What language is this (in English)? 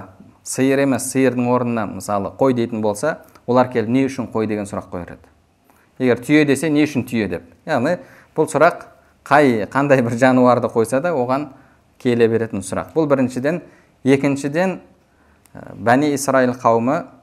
Kazakh